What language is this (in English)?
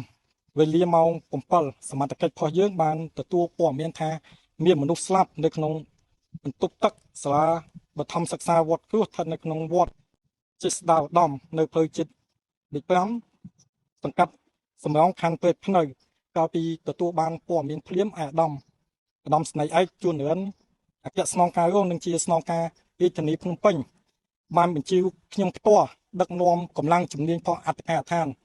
Khmer